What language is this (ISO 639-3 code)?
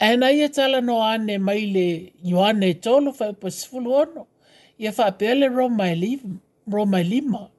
smo